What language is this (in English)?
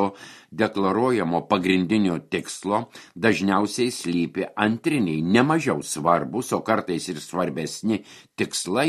Lithuanian